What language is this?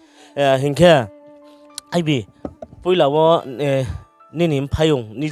Riang (India)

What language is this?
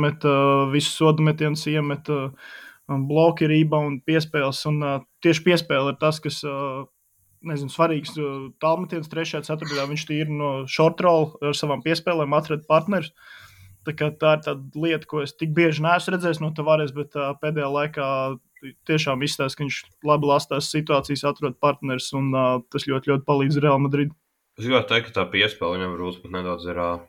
Latvian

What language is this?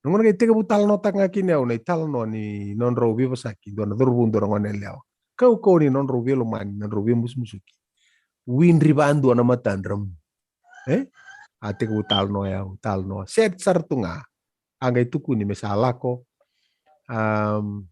Fijian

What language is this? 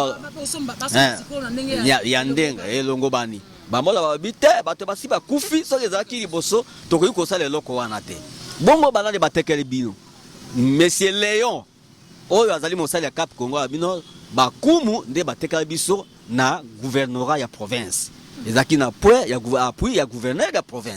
Lingala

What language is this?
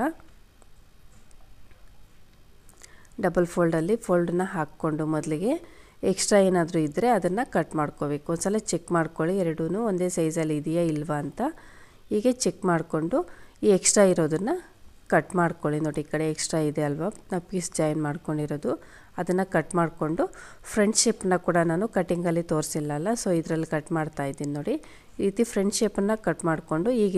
Kannada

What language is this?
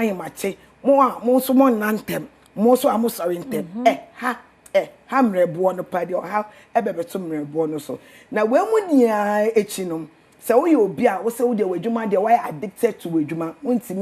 Akan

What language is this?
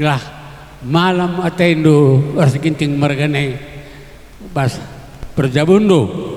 Batak Karo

